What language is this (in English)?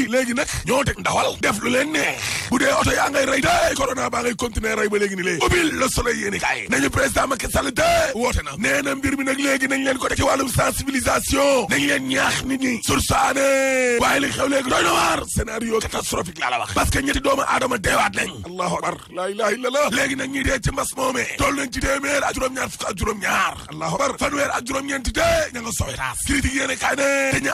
Wolof